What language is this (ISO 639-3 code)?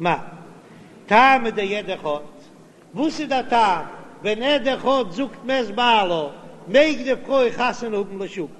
yid